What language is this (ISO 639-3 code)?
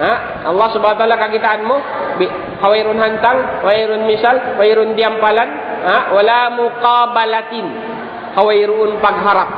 tsg